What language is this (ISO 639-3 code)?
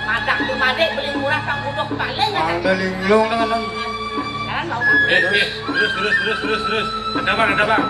ban